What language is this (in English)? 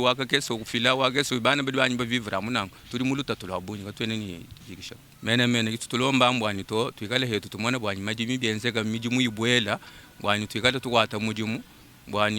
Luba-Lulua